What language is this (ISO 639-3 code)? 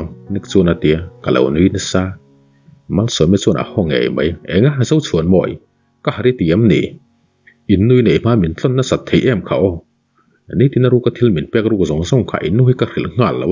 lus